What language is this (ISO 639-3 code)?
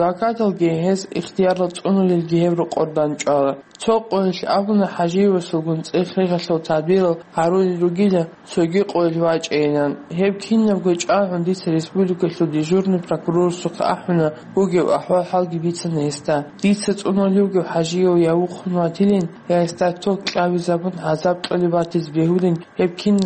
ava